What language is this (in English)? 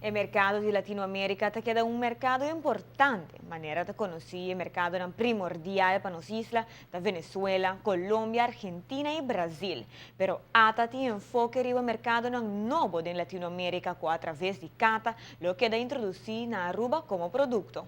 Papiamento